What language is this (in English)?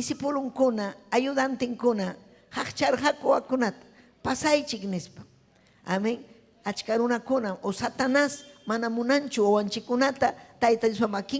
Ayacucho Quechua